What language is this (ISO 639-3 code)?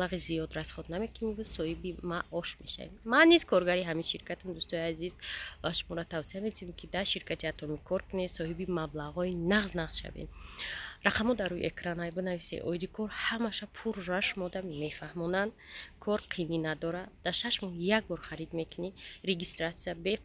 tgk